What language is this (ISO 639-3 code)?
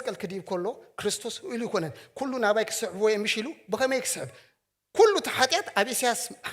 tir